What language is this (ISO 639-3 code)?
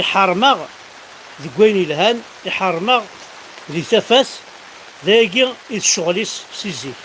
kab